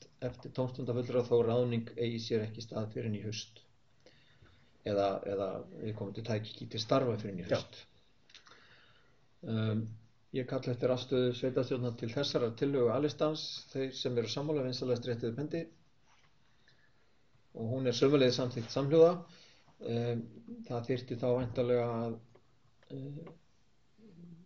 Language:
Icelandic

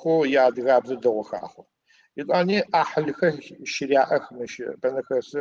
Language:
Adyghe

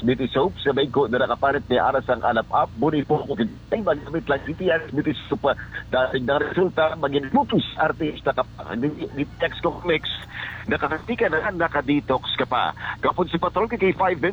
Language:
Hiligaynon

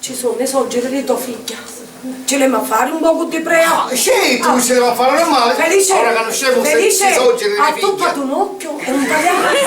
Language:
Sicilian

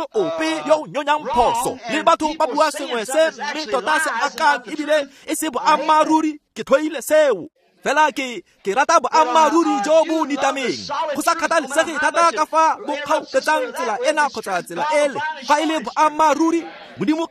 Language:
Tswana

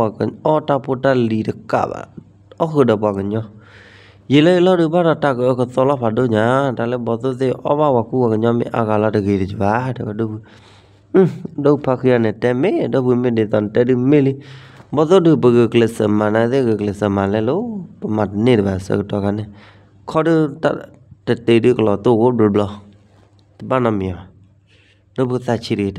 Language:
S'gaw Karen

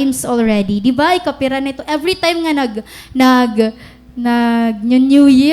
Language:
Waray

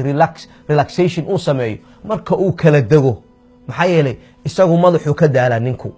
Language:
Somali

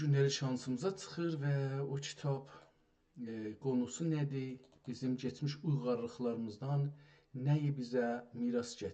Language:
South Azerbaijani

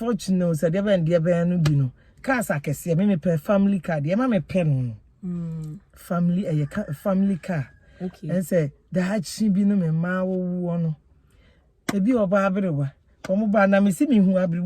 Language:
Akan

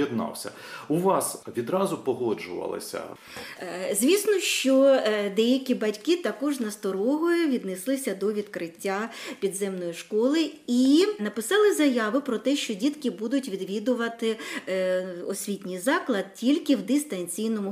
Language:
Ukrainian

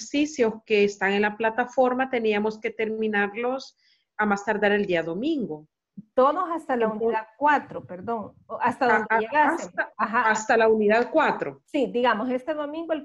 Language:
Spanish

